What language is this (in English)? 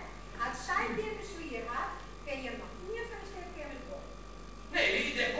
Western Frisian